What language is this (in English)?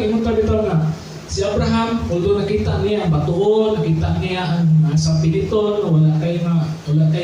Cebuano